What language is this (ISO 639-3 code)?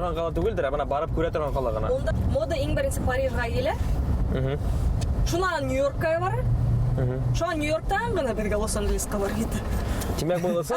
bak